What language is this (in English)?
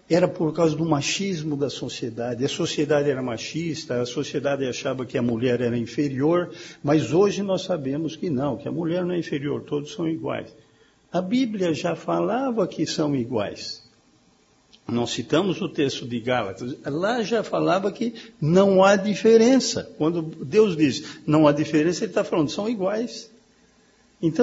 Portuguese